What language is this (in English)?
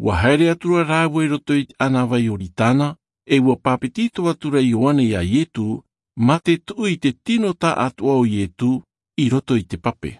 Tahitian